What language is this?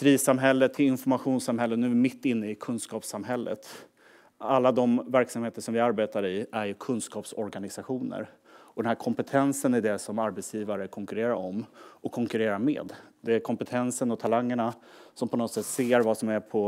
Swedish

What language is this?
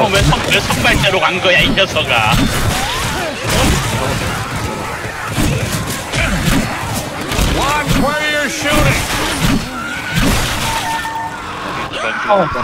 Korean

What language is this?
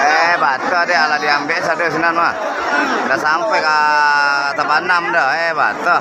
Minangkabau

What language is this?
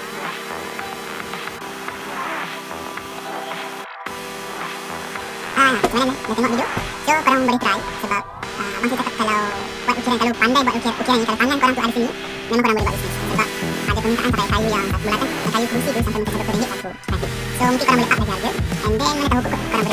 Malay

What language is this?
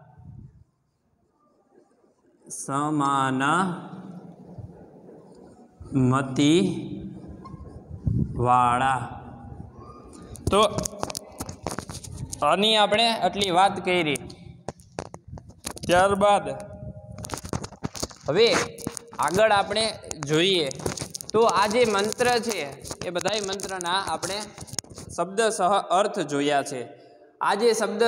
Gujarati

